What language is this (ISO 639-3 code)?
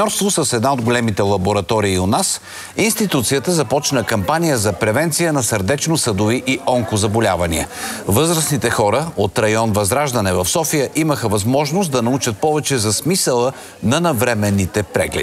bul